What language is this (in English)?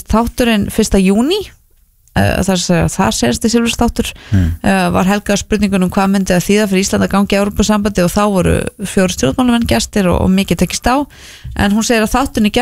Icelandic